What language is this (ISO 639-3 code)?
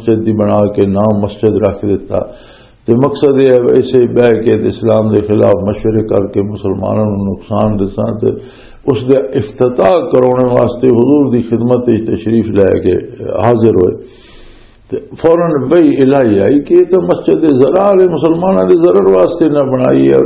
lah